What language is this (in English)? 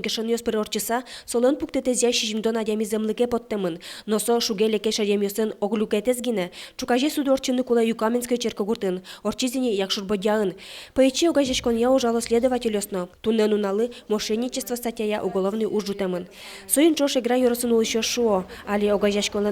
Udmurt